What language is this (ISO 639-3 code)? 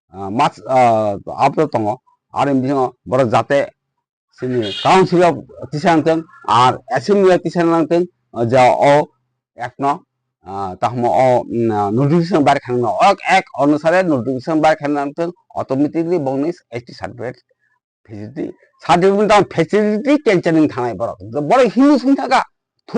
trp